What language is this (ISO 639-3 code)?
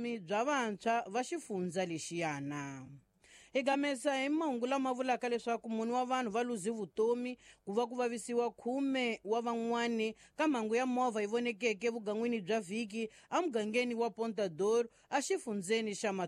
tso